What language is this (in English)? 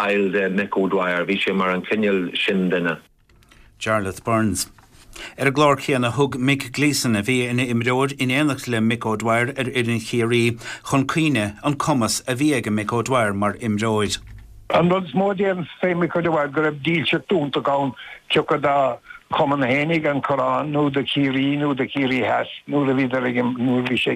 Irish